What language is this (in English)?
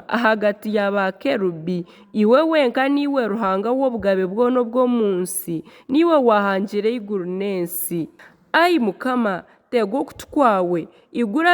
Nyankole